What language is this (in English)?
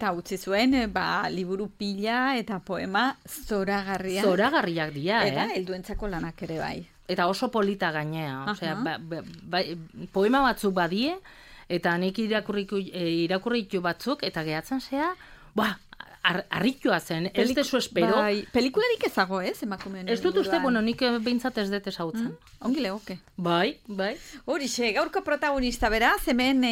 Basque